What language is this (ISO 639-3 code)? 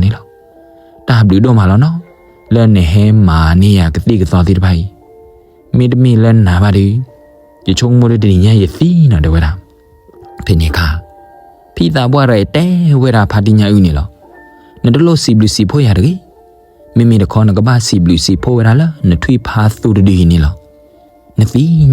ksw